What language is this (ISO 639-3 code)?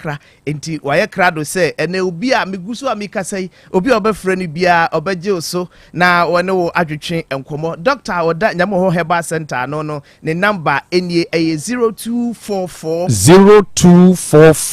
aka